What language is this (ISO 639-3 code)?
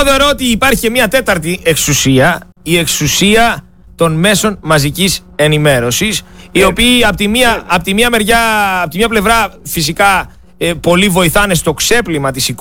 ell